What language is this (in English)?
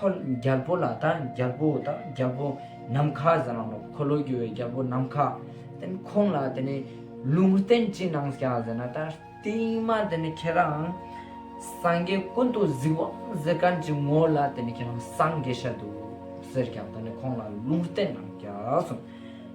Ladakhi